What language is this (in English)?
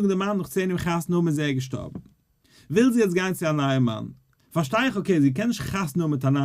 Yiddish